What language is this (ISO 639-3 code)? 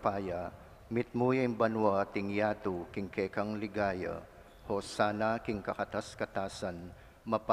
pam